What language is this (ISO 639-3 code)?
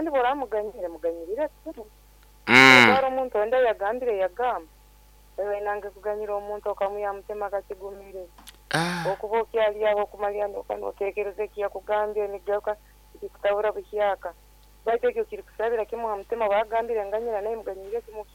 nyn